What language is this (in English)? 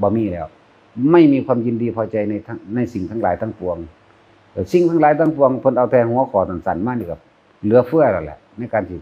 Northeastern Thai